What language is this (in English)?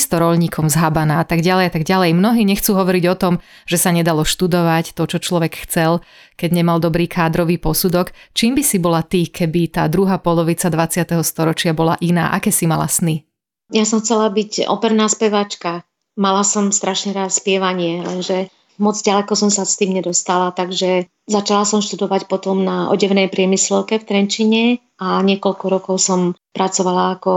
Slovak